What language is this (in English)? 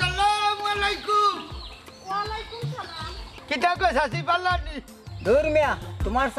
Sylheti